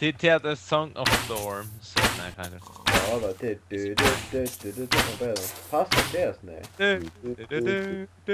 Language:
Faroese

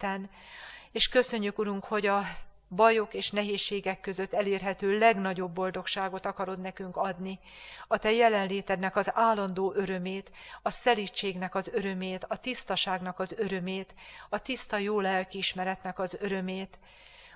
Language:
Hungarian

